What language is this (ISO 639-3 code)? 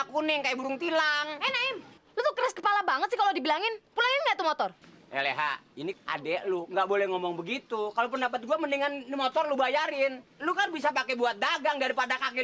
bew